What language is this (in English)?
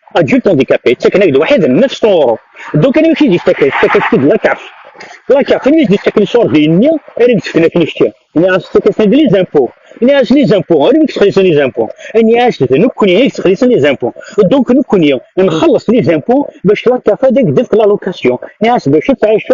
Kabyle